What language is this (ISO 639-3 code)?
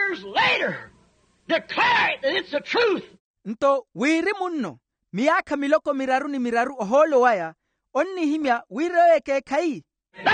vmw